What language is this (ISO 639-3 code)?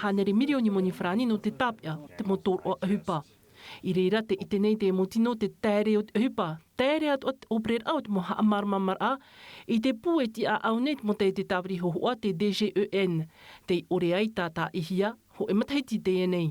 tah